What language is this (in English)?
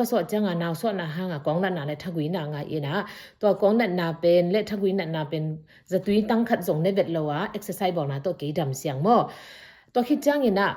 Tedim Chin